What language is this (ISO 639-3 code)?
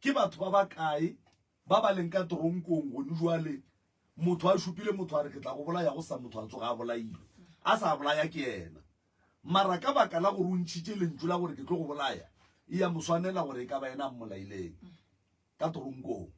nso